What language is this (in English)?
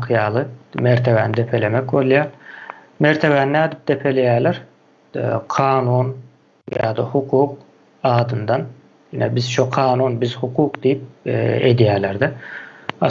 Turkmen